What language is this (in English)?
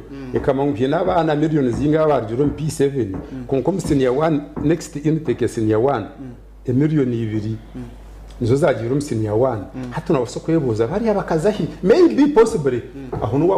Nyankole